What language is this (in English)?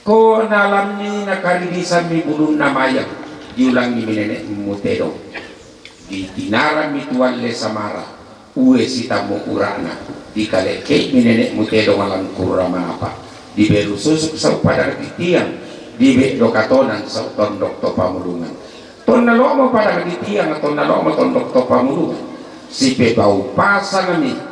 Toraja-Sa'dan